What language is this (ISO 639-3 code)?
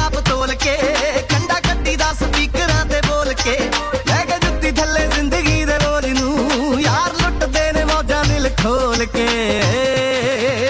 pan